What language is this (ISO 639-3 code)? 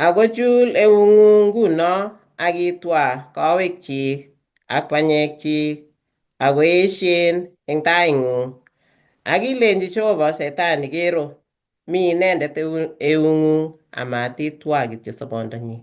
kln